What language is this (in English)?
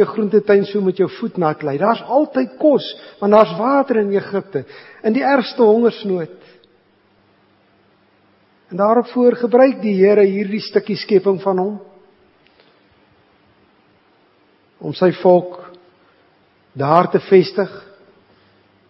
Afrikaans